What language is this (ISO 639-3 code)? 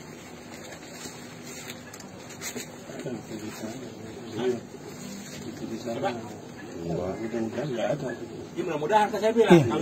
ind